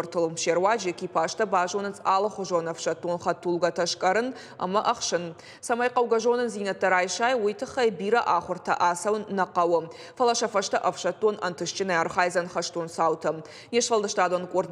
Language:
Ossetic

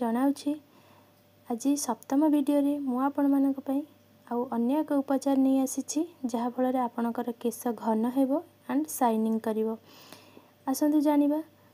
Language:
Odia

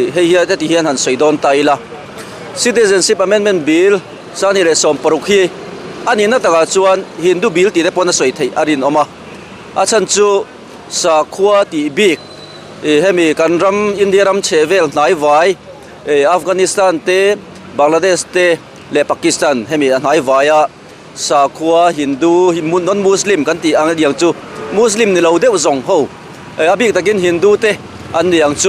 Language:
Mizo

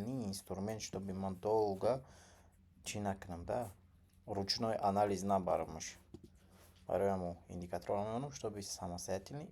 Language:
Tajik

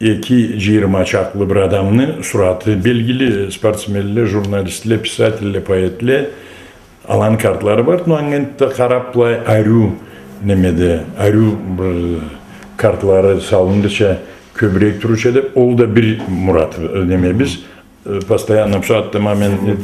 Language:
Karachay-Balkar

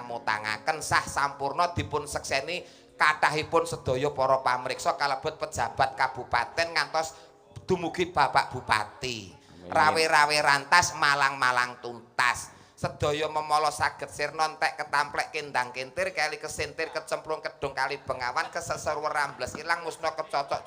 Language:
Javanese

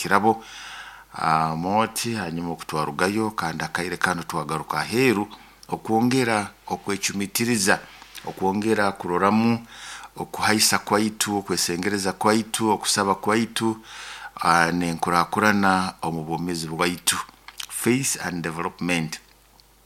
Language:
Nyoro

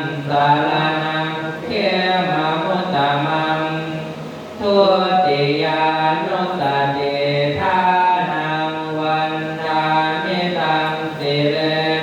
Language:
Pali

